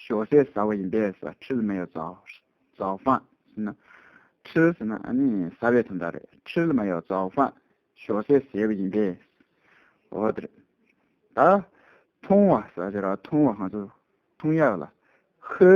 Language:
Tibetan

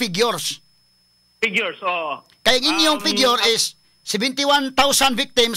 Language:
Cebuano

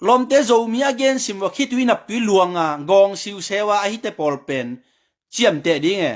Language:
Tedim Chin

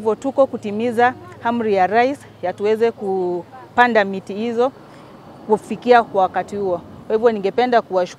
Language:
Swahili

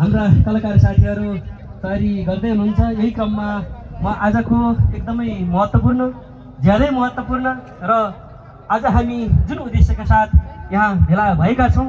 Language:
Nepali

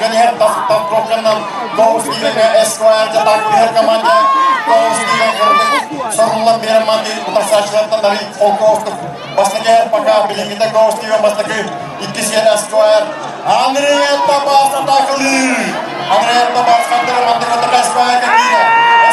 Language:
Yakut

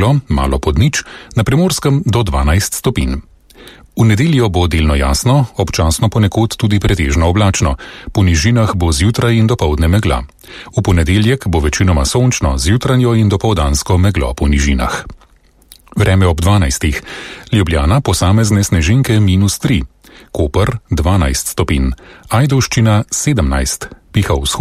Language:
Slovenian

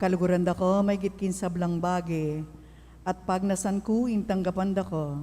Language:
Pampanga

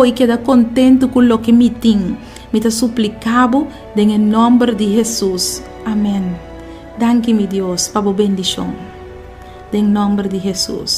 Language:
Papiamento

